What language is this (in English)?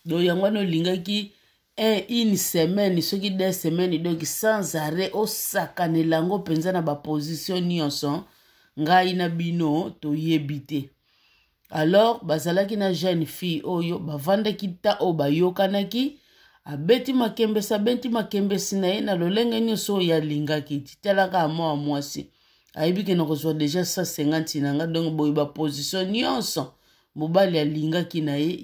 Lingala